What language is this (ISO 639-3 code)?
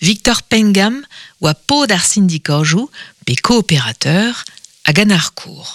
bre